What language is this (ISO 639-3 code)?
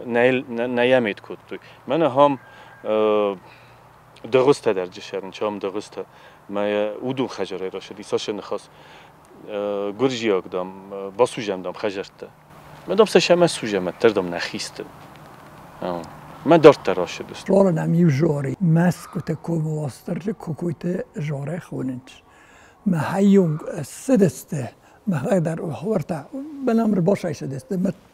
oss